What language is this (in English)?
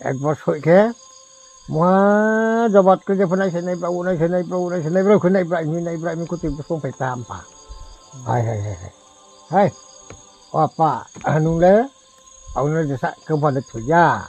Riang (India)